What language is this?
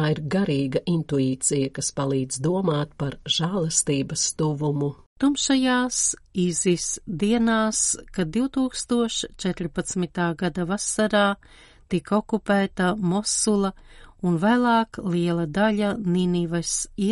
Latvian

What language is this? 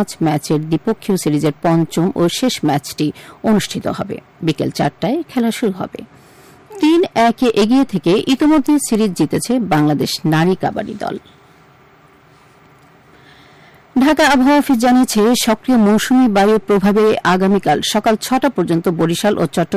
Bangla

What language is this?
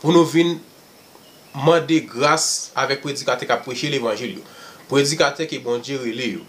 Haitian Creole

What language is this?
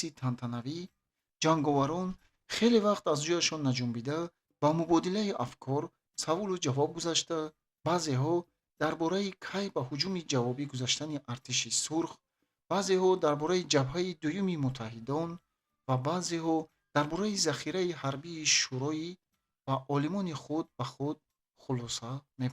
Tajik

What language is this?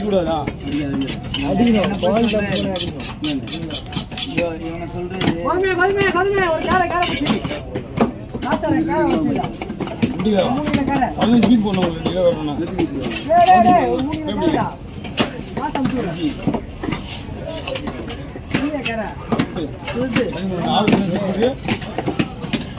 Tamil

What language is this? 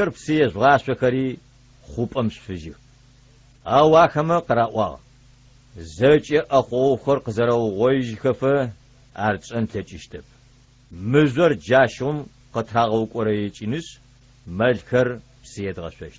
Adyghe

